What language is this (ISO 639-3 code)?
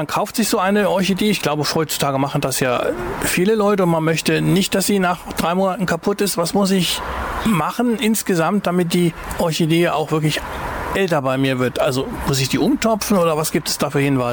deu